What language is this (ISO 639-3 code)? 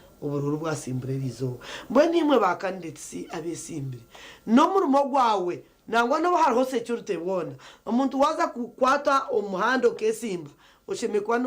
nyn